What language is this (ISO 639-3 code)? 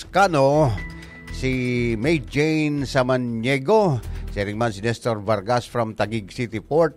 bik